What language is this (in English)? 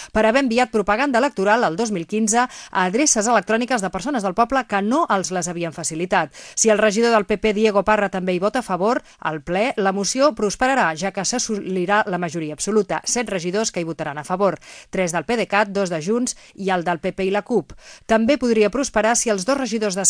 Catalan